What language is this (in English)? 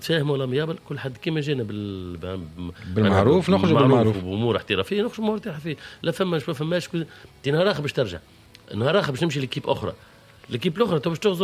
Tunisian Arabic